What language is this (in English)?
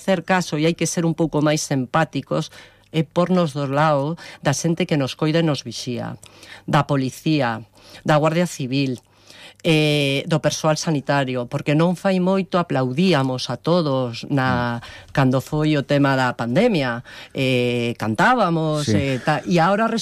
Galician